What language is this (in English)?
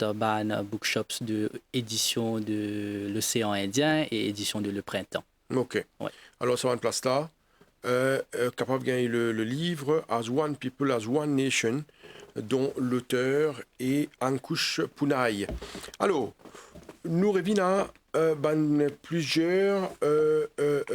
Morisyen